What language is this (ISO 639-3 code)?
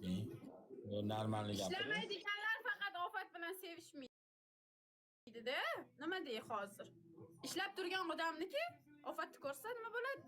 uzb